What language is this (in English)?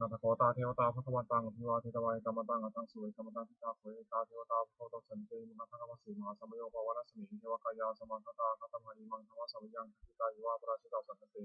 Pali